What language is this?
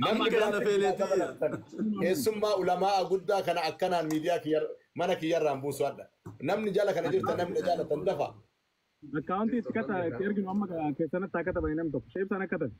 Oromo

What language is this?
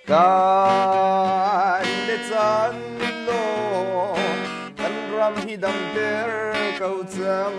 Hakha Chin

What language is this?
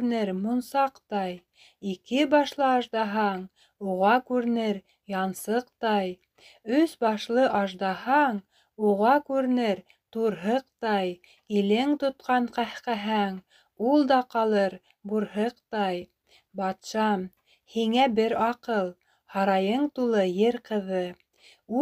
Bashkir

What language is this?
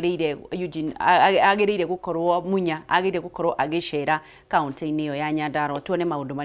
Kikuyu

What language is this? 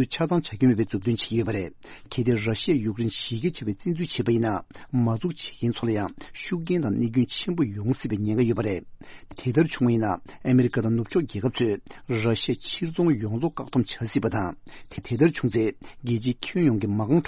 Tibetan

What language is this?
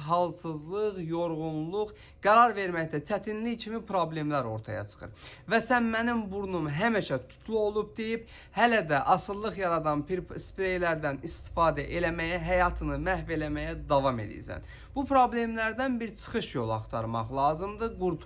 Azerbaijani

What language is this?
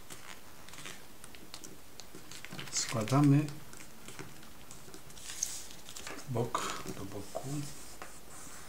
Polish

